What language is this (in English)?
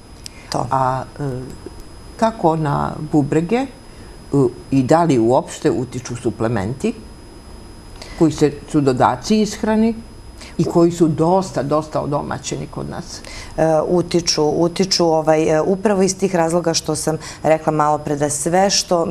Serbian